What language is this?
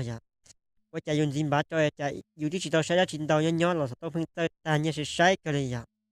Hmong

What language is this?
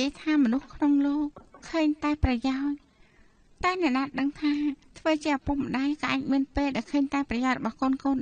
Khmer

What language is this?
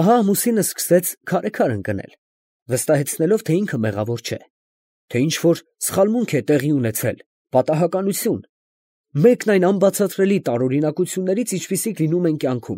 Armenian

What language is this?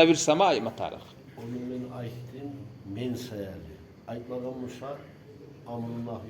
Kumyk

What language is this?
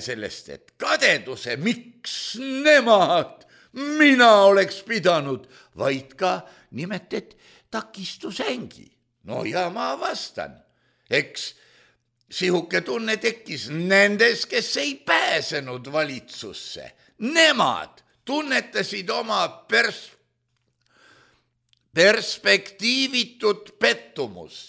Estonian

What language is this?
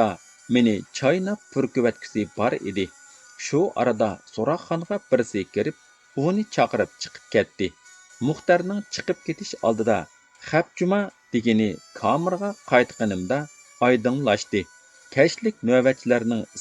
Uyghur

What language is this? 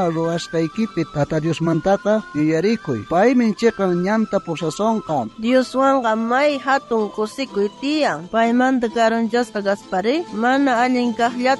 South Bolivian Quechua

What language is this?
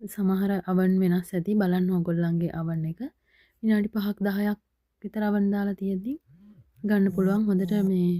Sinhala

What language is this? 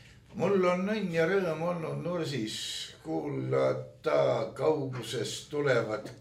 Estonian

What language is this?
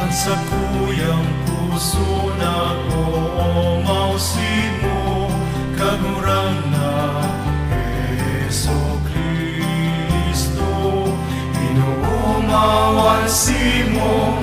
Bikol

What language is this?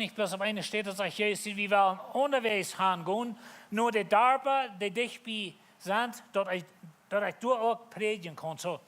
Plautdietsch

